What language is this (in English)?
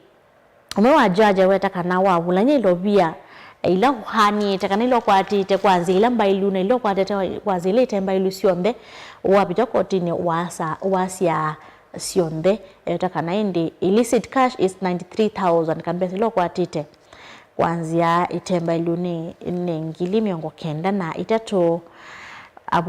Kamba